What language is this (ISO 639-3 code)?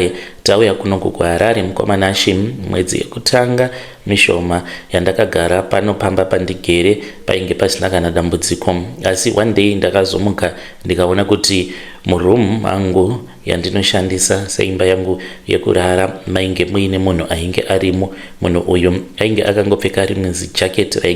sna